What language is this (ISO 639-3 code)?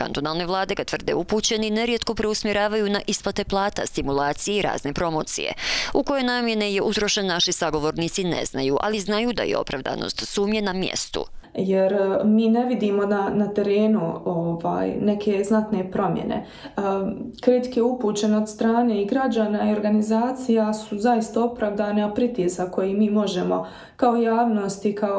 bos